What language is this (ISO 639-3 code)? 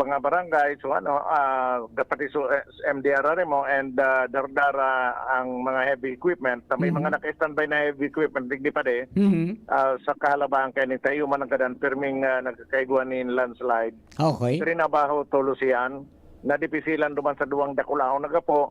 bik